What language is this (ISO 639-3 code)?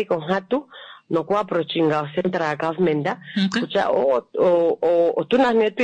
kua